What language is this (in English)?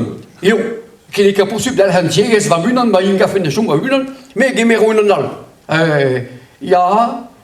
Breton